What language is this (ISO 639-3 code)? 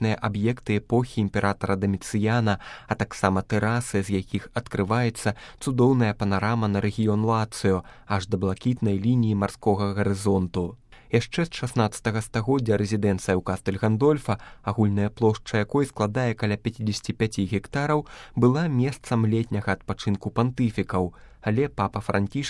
bel